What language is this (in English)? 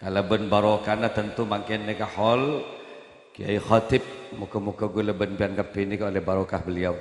Madurese